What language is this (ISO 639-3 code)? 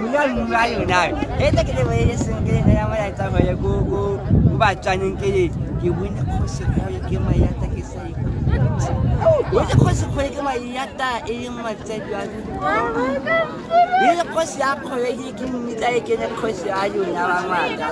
tsn